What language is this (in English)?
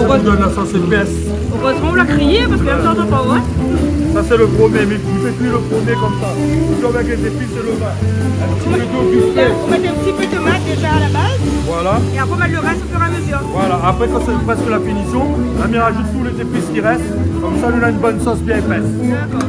Réunion Creole French